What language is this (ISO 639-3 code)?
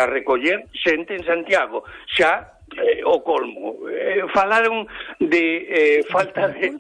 glg